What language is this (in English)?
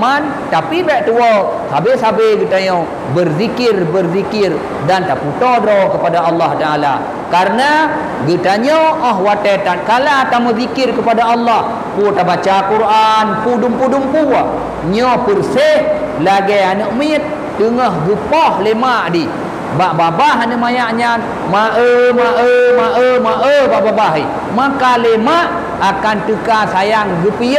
Achinese